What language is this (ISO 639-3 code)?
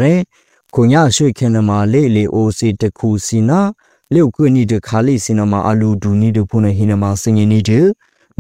mya